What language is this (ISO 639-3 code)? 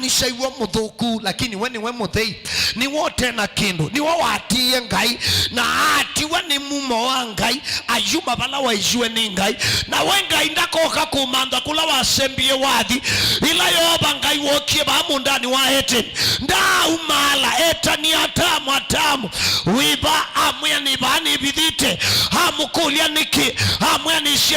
kam